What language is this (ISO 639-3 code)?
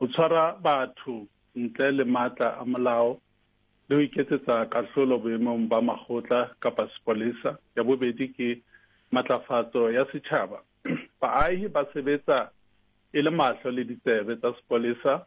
sot